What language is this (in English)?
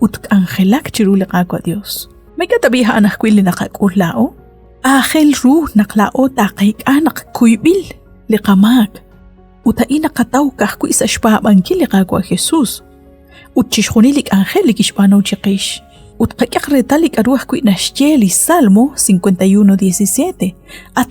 Kekchí